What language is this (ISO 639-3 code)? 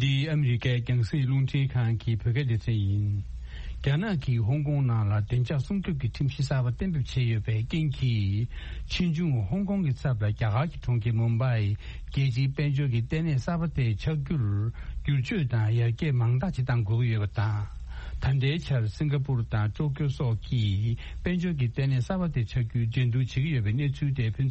bod